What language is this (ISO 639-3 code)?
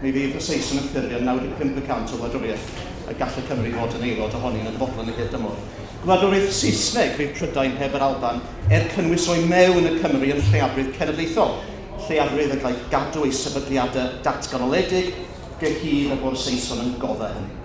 cym